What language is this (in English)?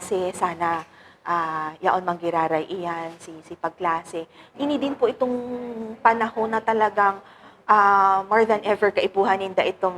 Bikol